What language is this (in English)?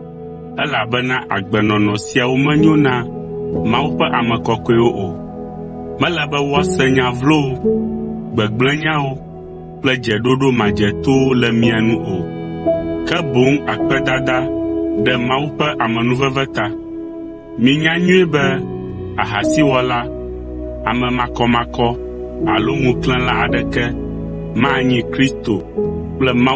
Ewe